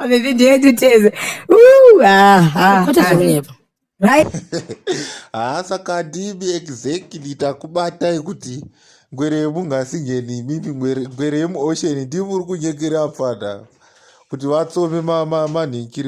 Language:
Shona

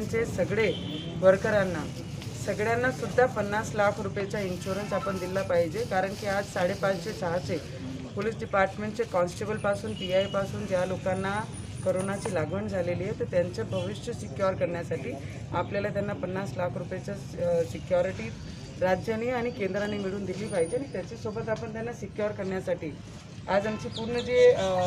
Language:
Marathi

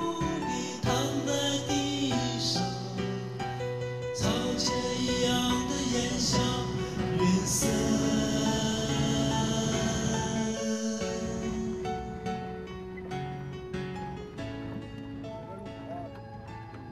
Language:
Chinese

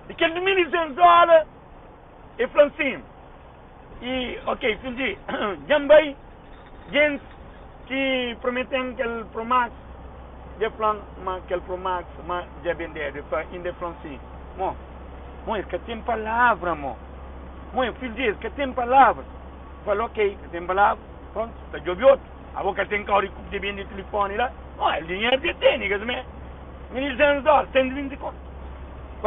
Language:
Kabuverdianu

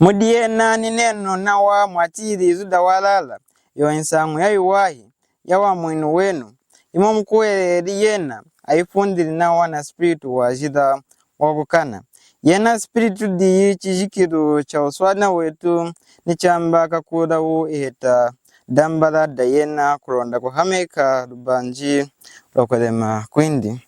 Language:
Lunda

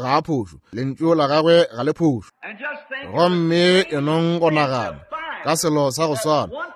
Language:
Northern Sotho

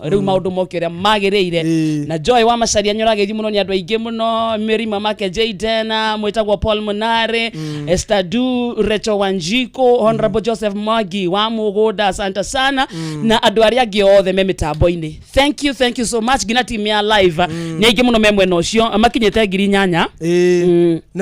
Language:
Kikuyu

